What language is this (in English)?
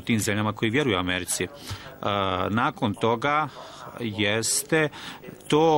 Bosnian